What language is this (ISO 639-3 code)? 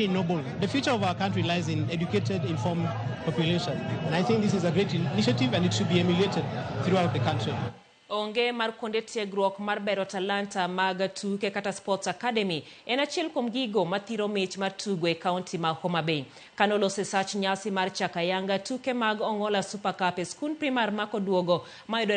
luo